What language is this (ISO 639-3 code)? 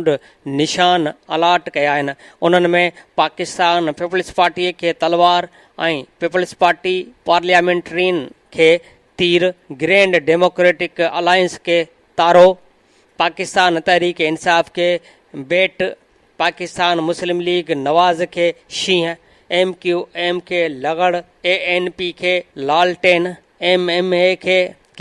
snd